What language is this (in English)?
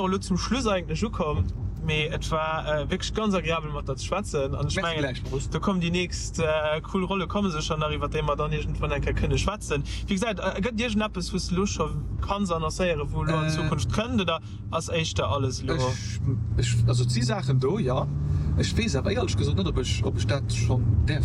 Luxembourgish